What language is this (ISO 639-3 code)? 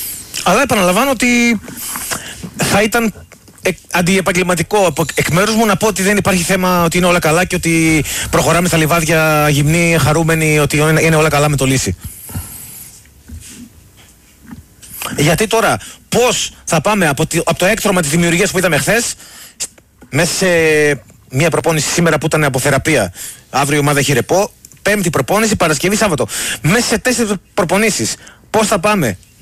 ell